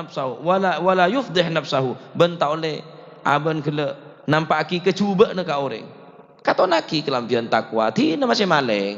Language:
Madurese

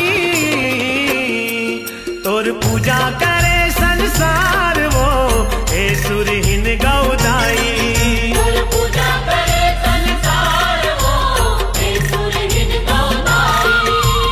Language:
Chhattisgarhi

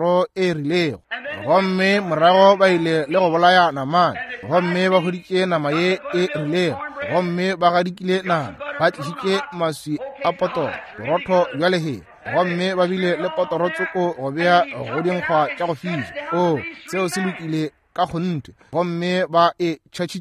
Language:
Northern Sotho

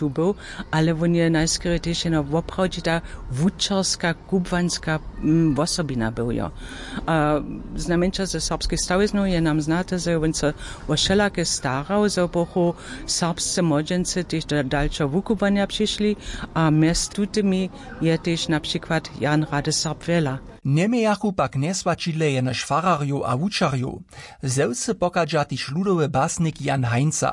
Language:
Upper Sorbian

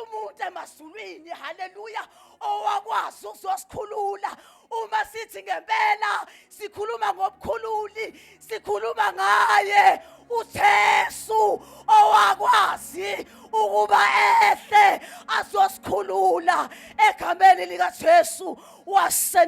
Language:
Zulu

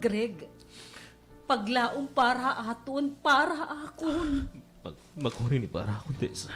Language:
Waray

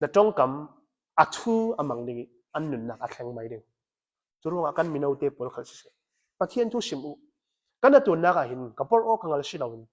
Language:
Hakha Chin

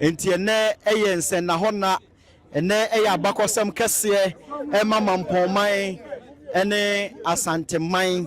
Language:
Akan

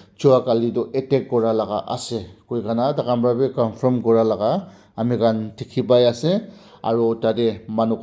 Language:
Naga Pidgin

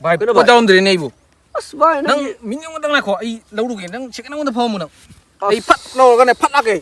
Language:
Manipuri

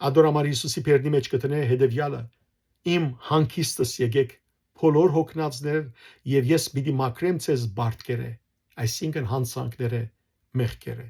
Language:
Western Armenian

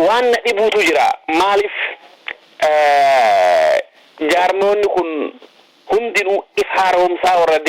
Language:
Oromo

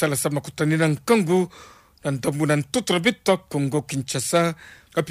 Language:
Kituba (Democratic Republic of Congo)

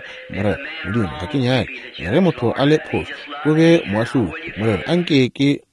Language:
Northern Sotho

